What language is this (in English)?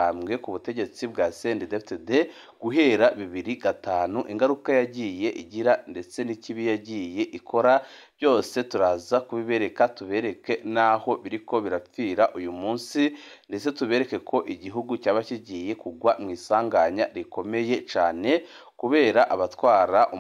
Rundi